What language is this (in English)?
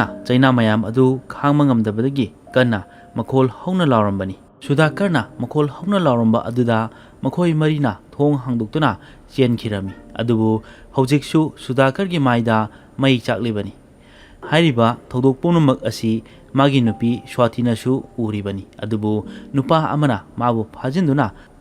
Manipuri